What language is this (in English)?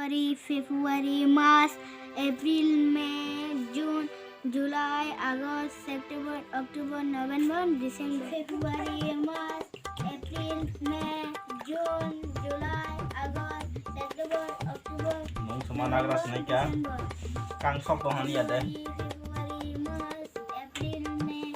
Kok Borok